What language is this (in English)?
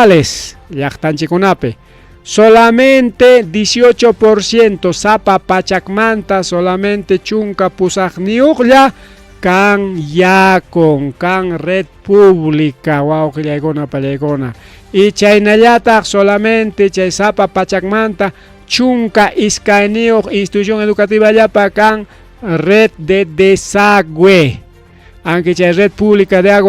Ayacucho Quechua